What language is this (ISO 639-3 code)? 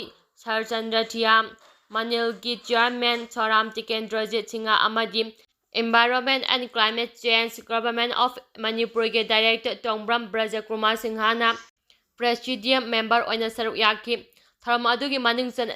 mni